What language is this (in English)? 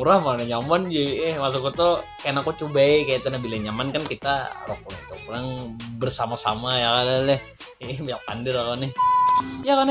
Banjar